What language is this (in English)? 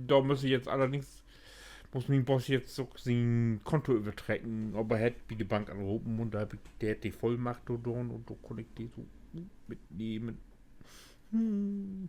Low German